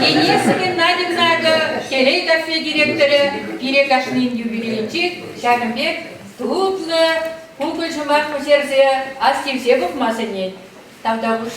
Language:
Chuvash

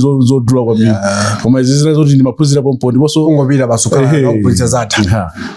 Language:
Nyanja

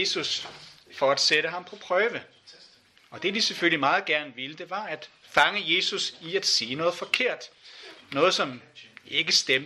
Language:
Danish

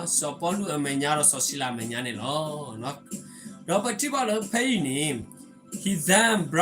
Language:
S'gaw Karen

